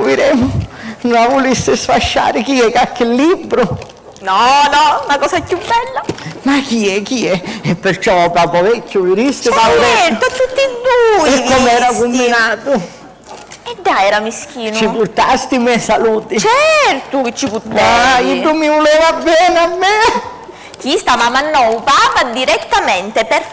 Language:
Sicilian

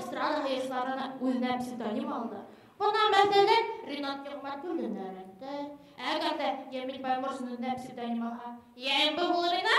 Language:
Bashkir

